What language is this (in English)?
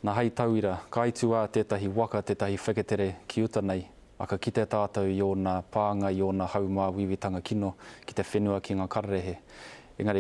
Māori